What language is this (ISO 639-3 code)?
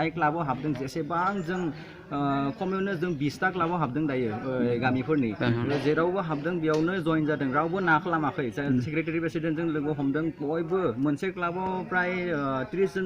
brx